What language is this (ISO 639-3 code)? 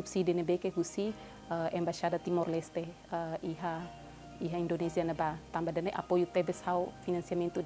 tet